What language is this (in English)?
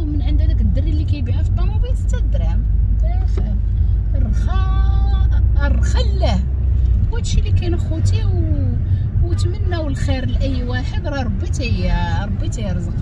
Moroccan Arabic